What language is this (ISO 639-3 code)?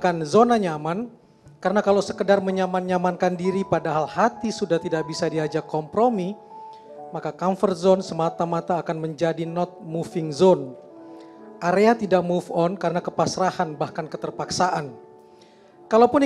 ind